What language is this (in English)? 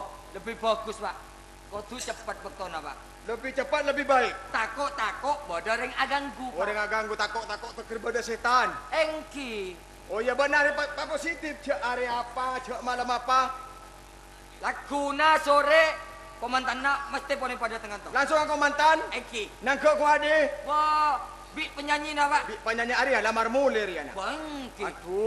Madurese